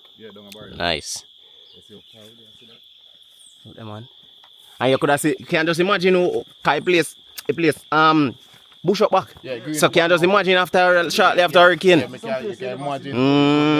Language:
Jamaican Creole English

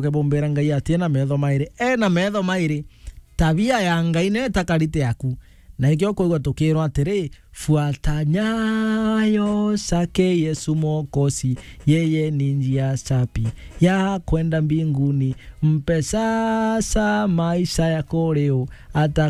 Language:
Meru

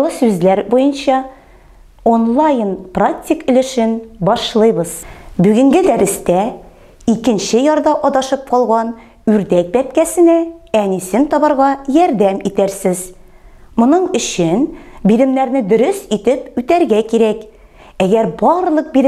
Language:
Tatar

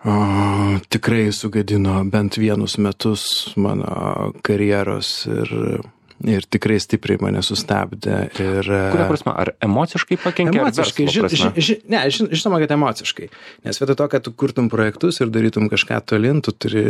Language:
Lithuanian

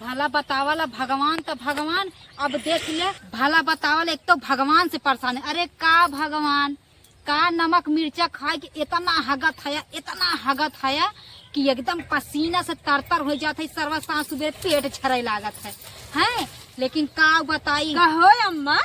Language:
Awadhi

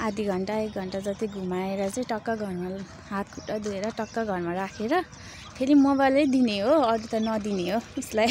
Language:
Nepali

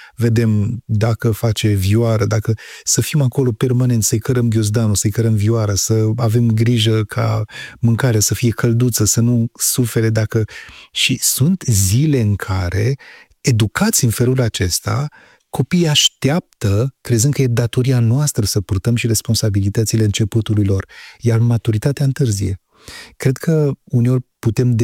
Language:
Romanian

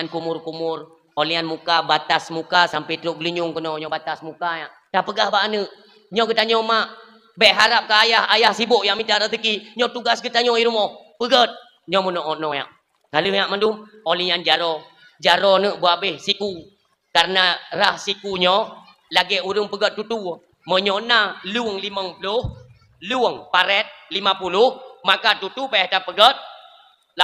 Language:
Achinese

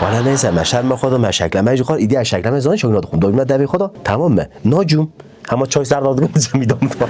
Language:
Kurdish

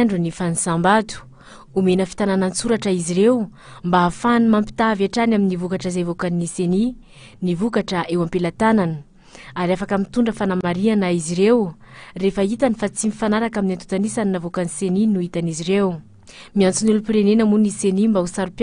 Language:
Malagasy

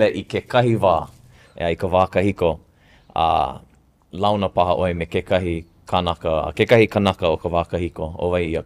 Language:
Hawaiian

